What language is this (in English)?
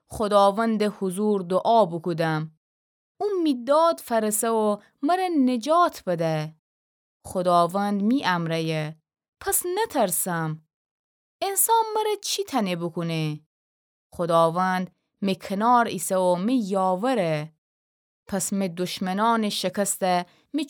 Gilaki